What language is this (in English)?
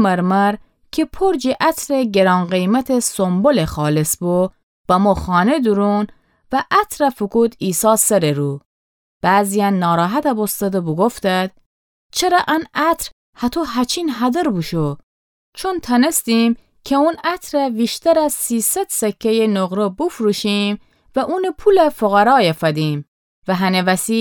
Gilaki